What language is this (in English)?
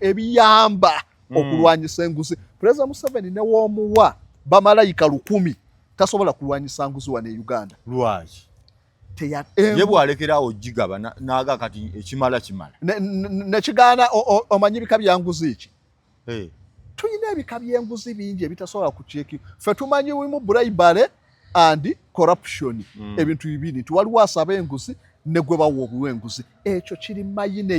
Ganda